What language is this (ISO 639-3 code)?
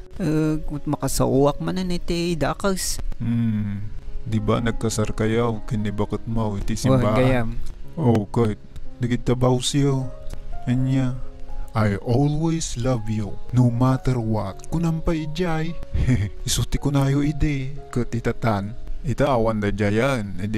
ilo